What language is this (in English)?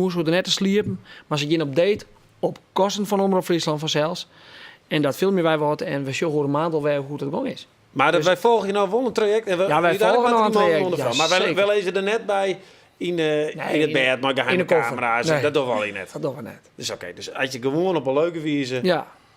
Western Frisian